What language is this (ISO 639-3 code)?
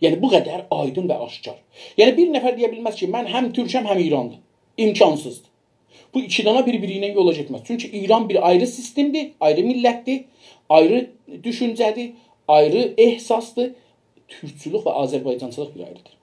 azb